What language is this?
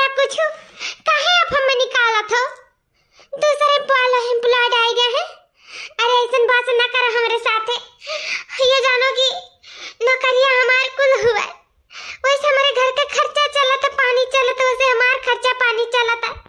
Awadhi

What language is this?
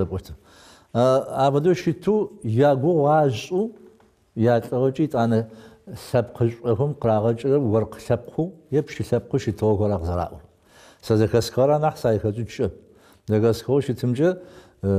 Adyghe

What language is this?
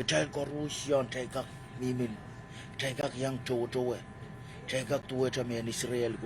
Pohnpeian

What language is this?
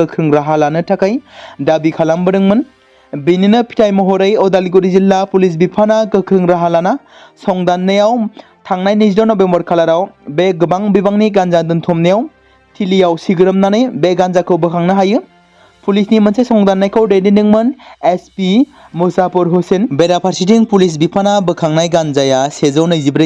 Bodo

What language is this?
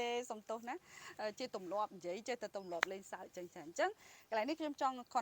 Khmer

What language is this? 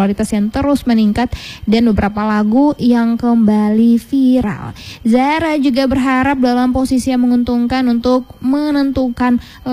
Indonesian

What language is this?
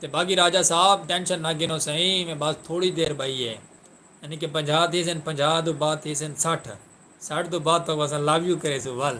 Saraiki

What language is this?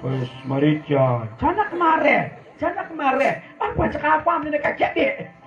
Kekchí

